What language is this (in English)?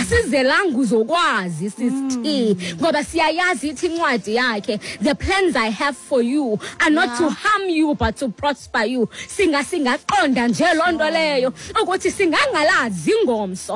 Xhosa